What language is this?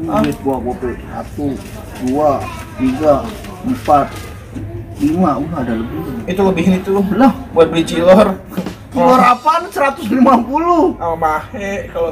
Betawi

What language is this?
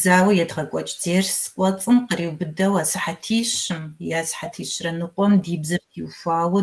Kabardian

